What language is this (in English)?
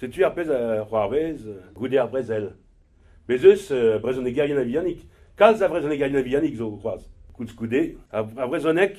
Breton